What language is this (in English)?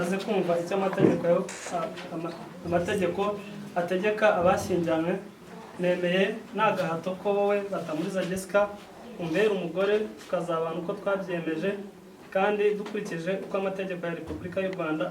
Kinyarwanda